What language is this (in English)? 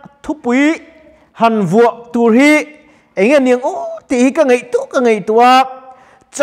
Mizo